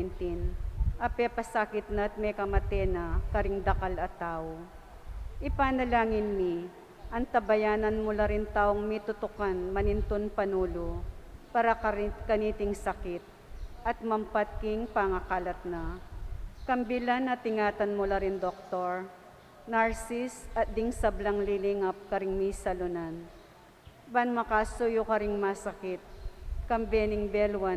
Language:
Pampanga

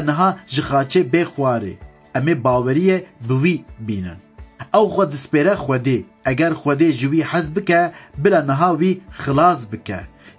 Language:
Kurdish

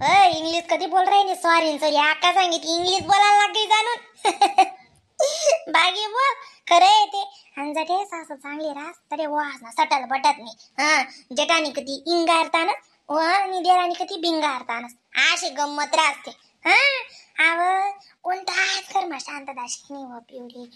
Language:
Khandesi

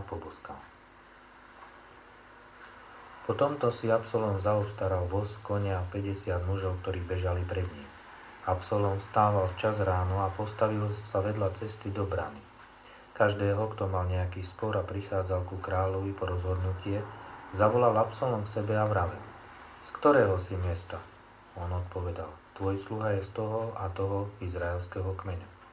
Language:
Slovak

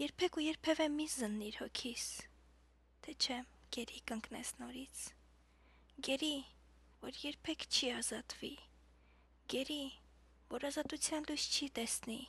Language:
Armenian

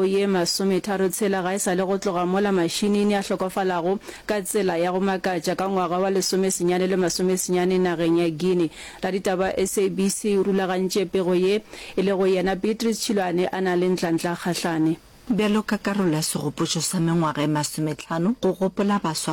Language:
Northern Sotho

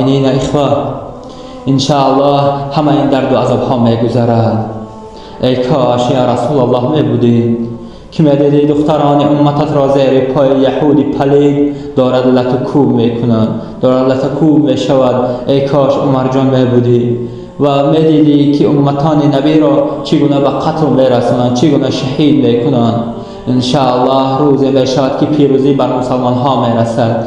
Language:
Tajik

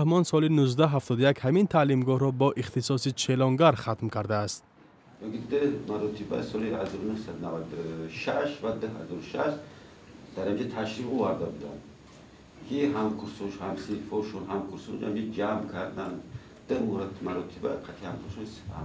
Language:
Tajik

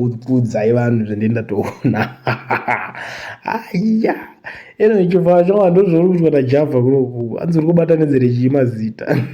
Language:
Shona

